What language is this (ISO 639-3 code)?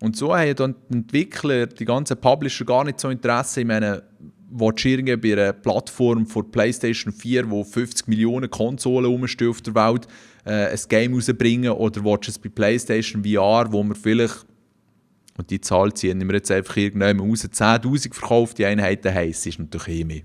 gsw